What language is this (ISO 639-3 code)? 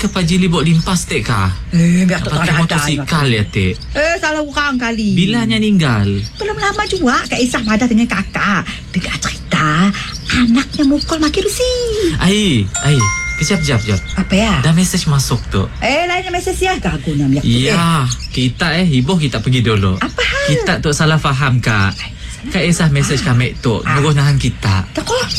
msa